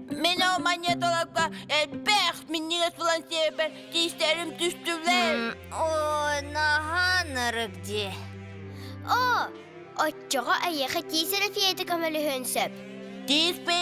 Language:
Yakut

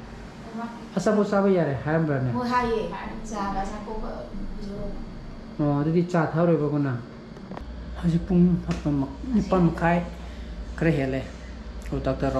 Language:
Manipuri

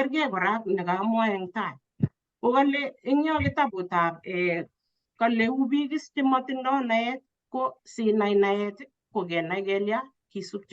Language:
Kalenjin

